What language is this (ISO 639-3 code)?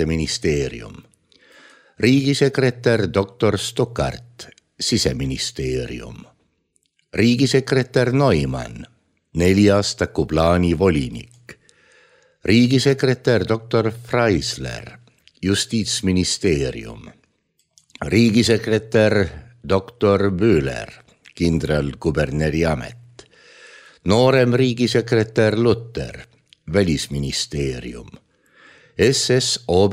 est